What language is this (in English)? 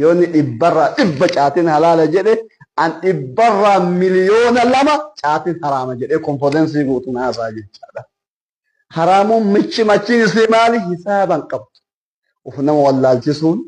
Oromo